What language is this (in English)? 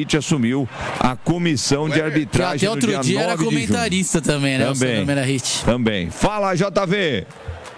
Portuguese